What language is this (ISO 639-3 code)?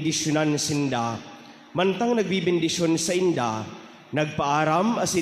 bik